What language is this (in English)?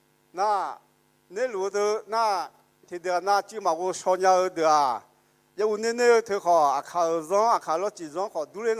Akha